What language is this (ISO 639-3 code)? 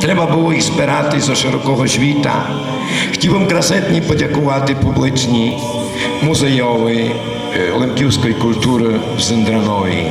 rue